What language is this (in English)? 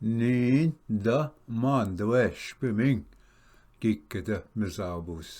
Ojibwa